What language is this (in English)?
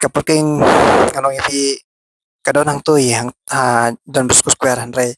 Khasi